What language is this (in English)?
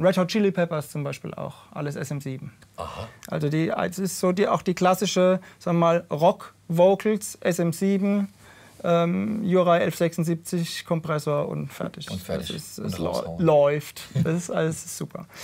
German